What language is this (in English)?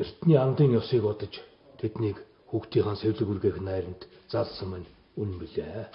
Mongolian